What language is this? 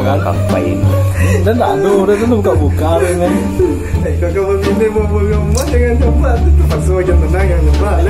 Minangkabau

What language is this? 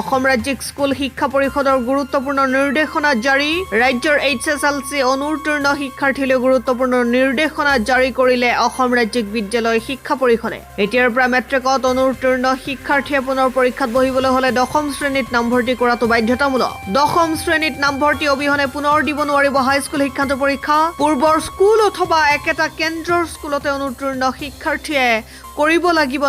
Assamese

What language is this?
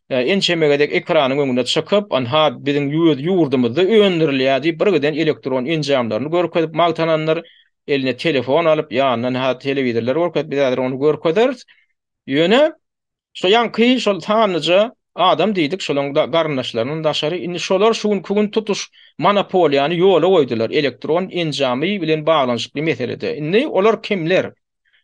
Turkmen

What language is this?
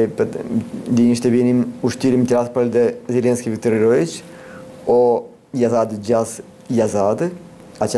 Gagauz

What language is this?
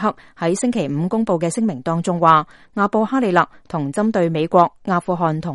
Cantonese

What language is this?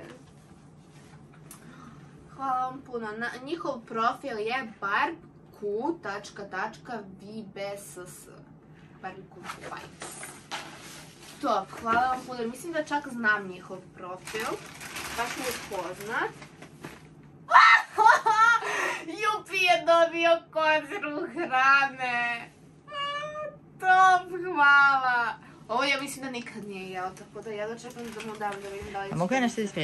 Serbian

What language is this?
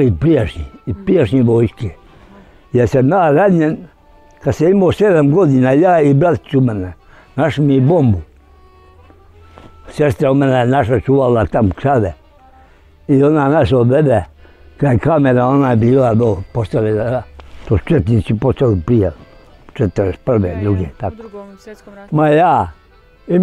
Bosnian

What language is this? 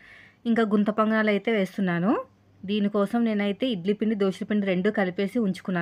Telugu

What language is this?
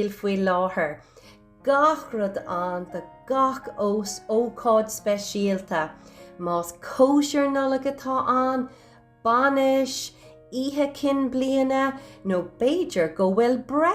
Irish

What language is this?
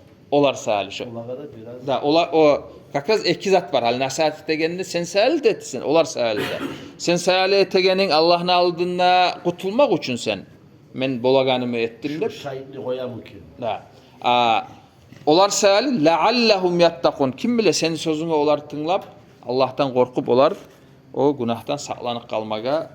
Kumyk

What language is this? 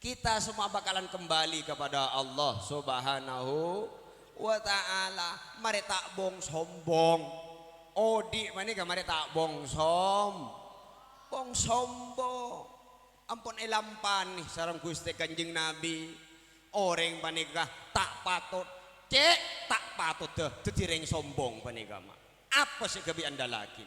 Madurese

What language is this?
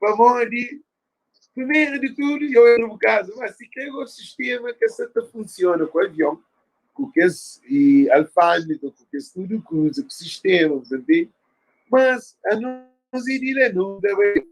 Kabuverdianu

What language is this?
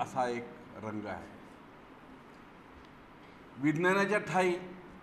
Marathi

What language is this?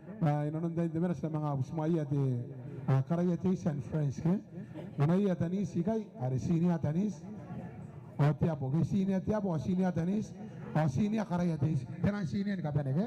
Gilbertese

